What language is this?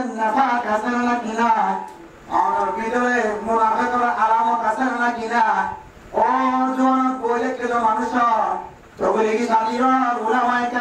Rohingya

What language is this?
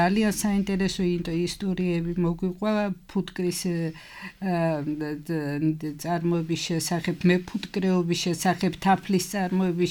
Georgian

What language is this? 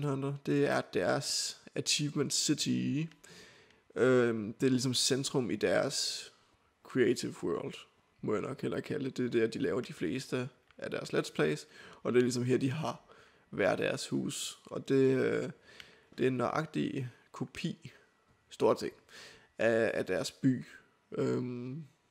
Danish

